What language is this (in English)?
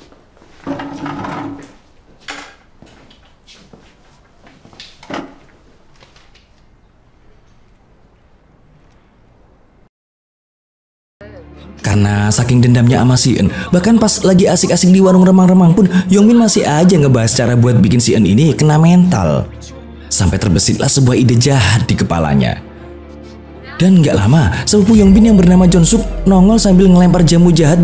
Indonesian